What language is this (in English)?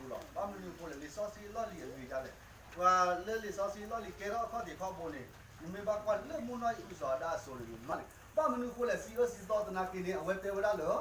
S'gaw Karen